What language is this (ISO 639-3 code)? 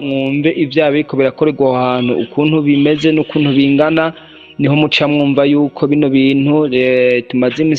run